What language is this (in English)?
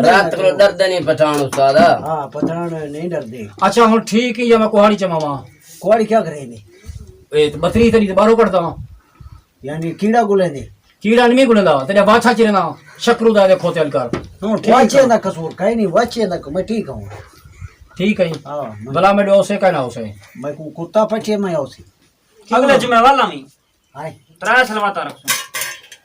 Saraiki